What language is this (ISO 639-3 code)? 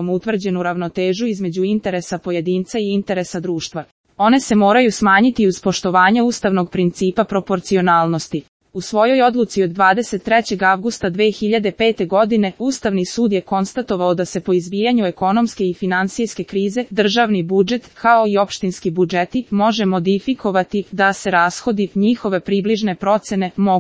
srp